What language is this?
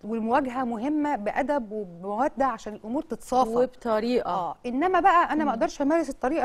Egyptian Arabic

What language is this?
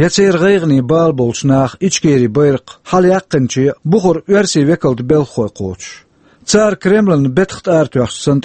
Chechen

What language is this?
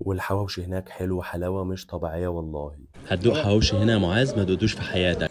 Egyptian Arabic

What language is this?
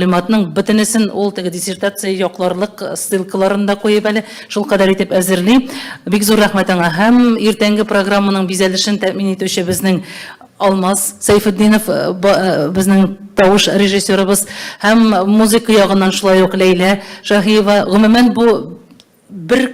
Tatar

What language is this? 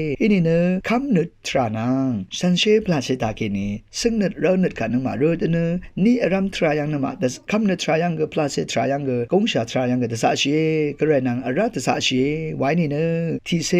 Rawang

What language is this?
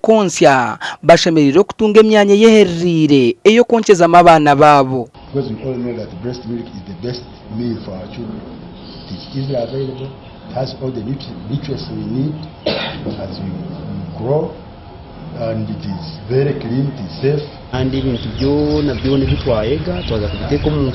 Nyankole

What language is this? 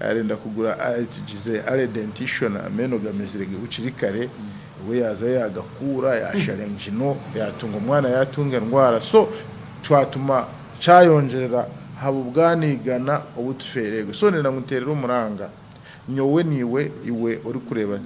Nyankole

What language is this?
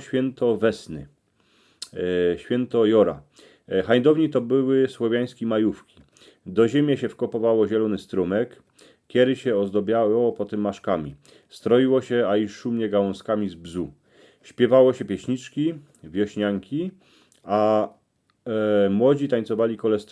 Silesian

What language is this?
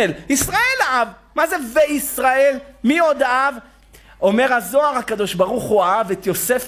Hebrew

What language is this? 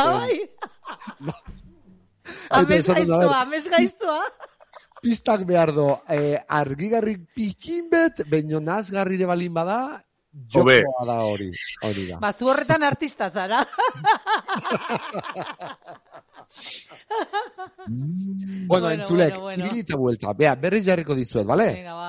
Basque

